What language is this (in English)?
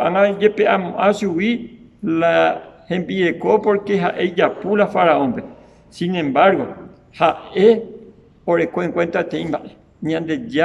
Guarani